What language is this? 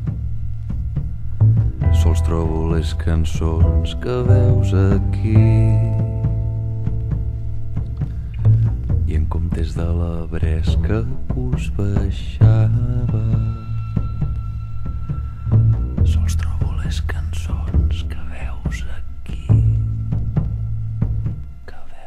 Catalan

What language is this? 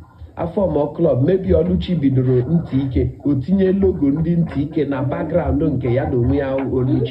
Igbo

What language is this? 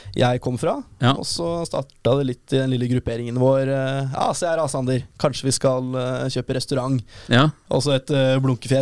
Norwegian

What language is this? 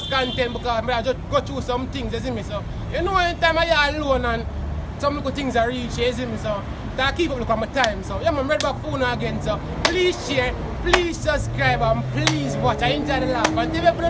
Jamaican Creole English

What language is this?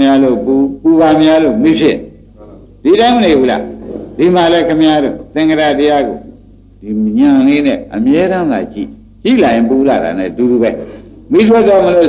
Burmese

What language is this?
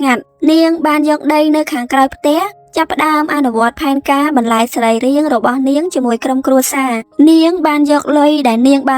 Khmer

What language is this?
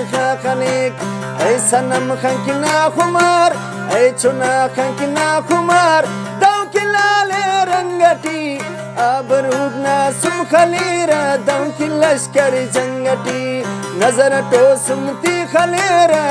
Brahui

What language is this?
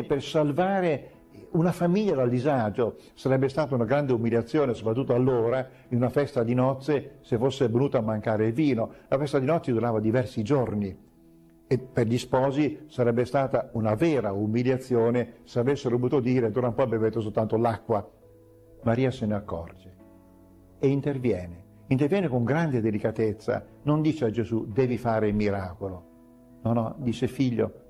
Italian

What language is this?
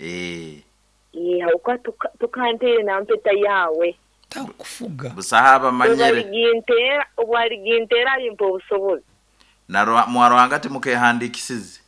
Nyankole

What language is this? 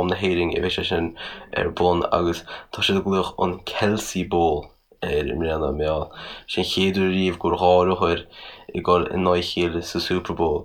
Irish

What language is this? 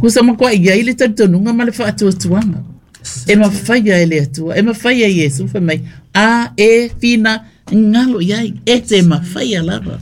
Samoan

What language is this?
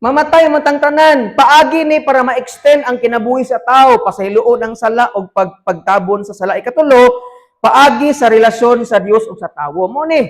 Cebuano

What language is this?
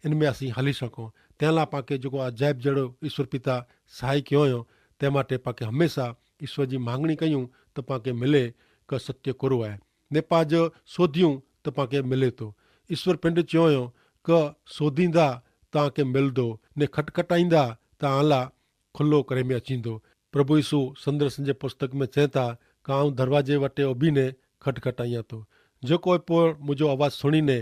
Kachhi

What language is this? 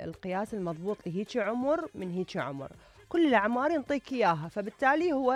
Mesopotamian Arabic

